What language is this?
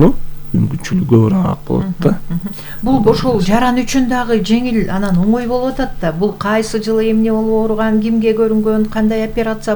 Kyrgyz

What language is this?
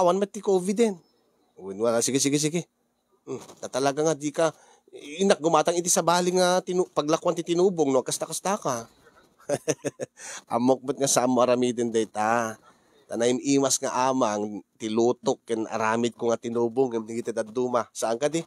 Iloko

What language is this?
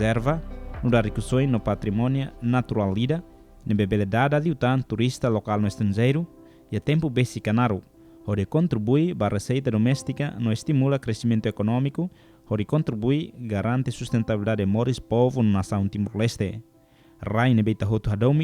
Tetum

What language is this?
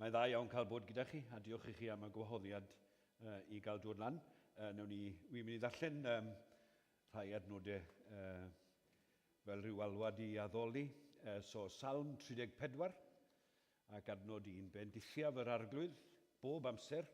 Welsh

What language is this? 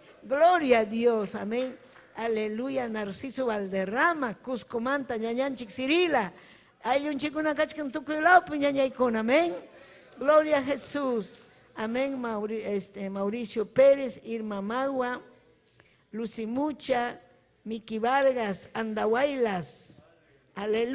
Ayacucho Quechua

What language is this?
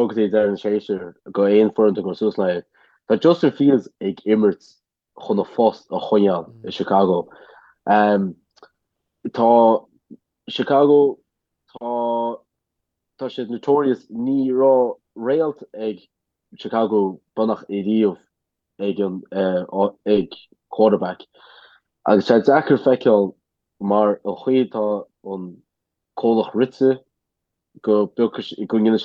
Irish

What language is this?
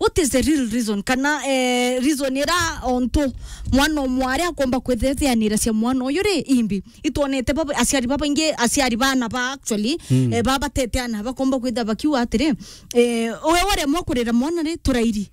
Meru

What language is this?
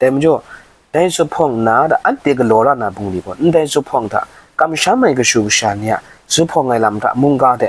Kachin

